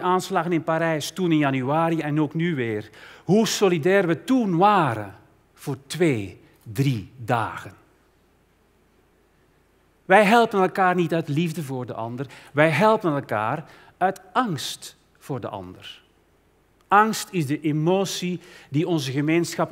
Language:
Dutch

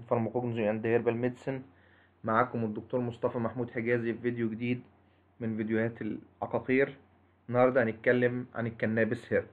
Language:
Egyptian Arabic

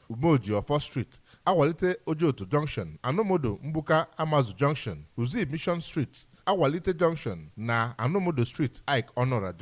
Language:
Igbo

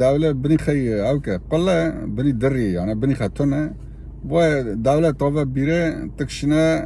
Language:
Kurdish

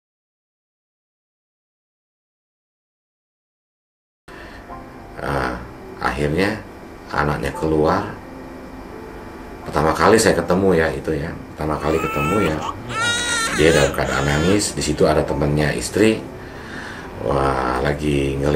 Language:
Indonesian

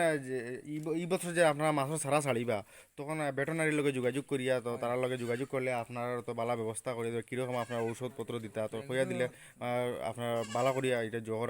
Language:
Sylheti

